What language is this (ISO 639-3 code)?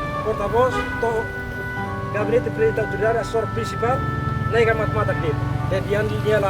tet